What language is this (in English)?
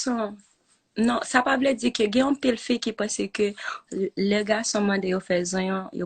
Haitian Creole